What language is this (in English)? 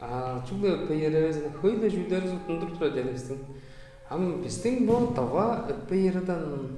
Tuvinian